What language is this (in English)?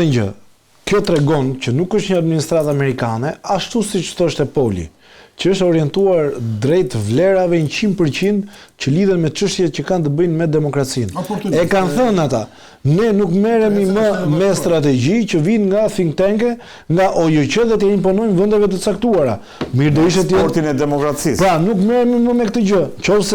Albanian